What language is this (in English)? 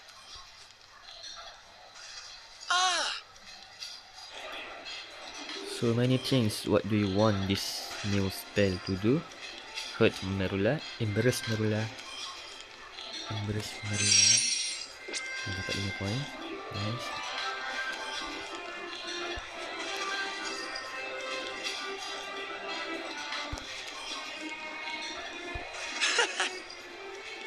Malay